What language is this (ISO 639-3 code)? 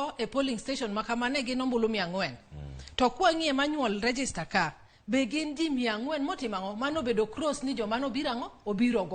luo